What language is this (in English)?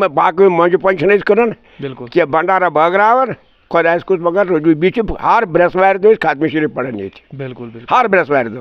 Kashmiri